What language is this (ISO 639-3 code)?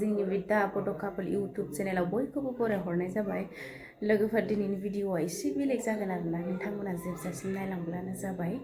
brx